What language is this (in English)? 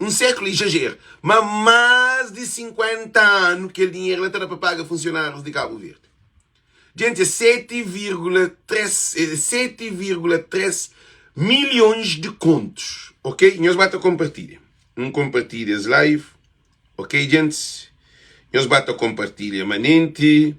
Kabuverdianu